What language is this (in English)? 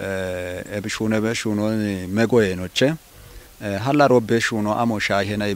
Kafa